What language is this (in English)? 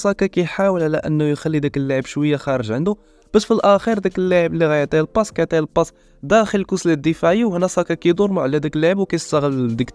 Moroccan Arabic